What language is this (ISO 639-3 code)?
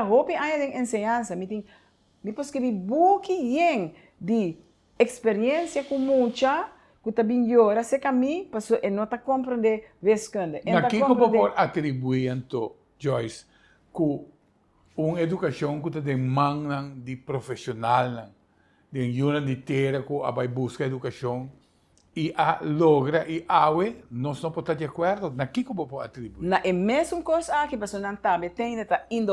pap